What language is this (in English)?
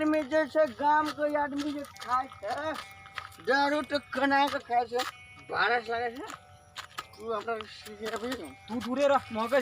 Maithili